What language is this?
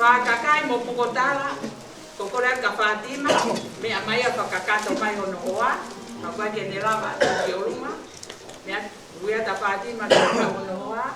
Tongan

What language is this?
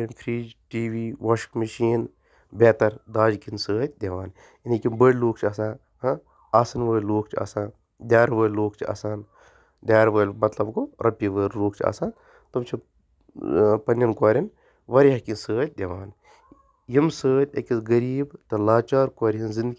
Kashmiri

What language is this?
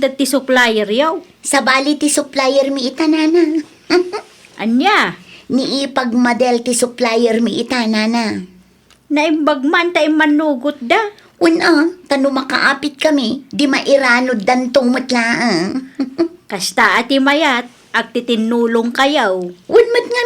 Iloko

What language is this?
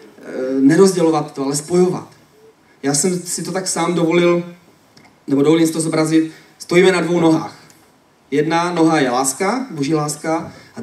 Czech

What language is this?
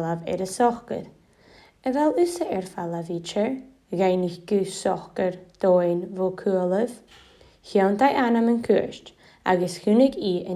Scottish Gaelic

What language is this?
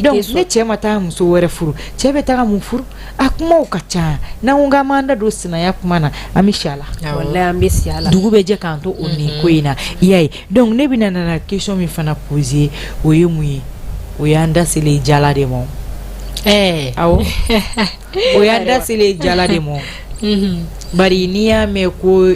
Bambara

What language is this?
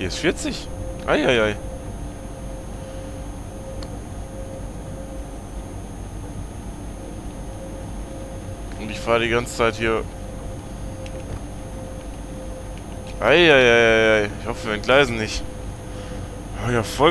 German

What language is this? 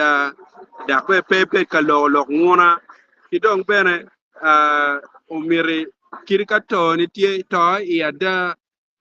Acoli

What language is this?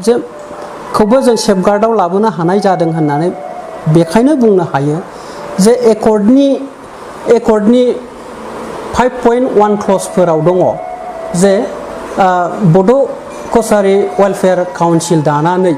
Bodo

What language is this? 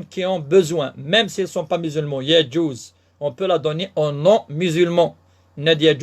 Kabyle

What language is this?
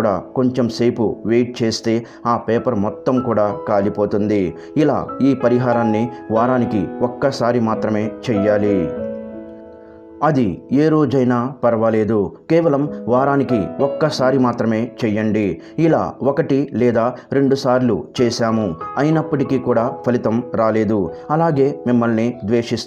Telugu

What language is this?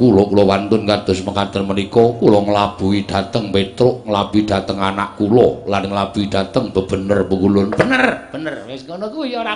Javanese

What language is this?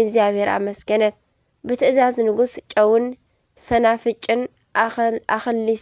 Tigrinya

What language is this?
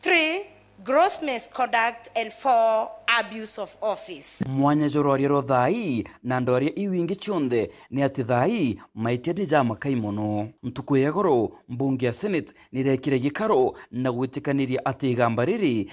Meru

